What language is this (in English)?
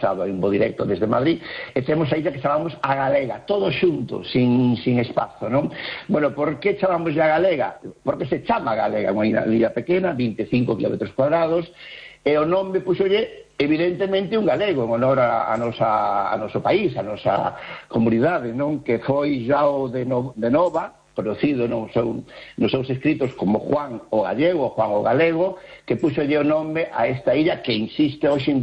Galician